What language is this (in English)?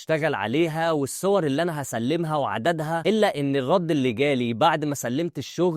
Egyptian Arabic